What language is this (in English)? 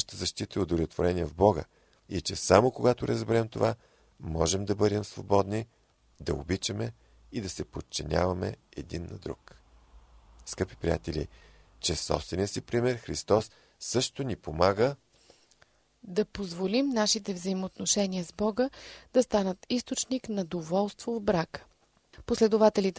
Bulgarian